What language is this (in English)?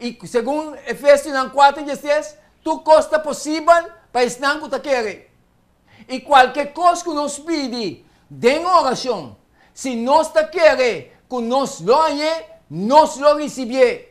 Papiamento